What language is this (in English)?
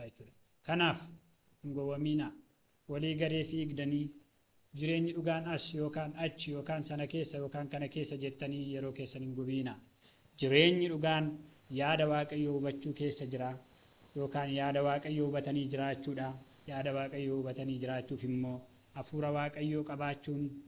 Oromo